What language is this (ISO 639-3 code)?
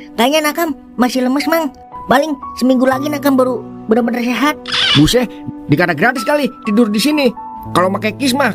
bew